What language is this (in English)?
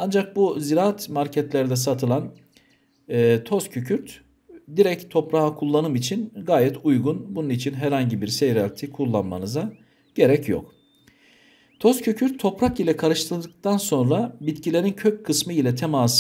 Turkish